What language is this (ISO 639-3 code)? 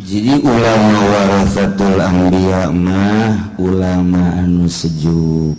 sun